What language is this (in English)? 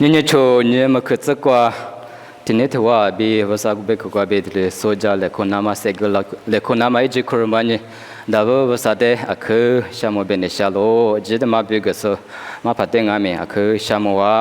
Lisu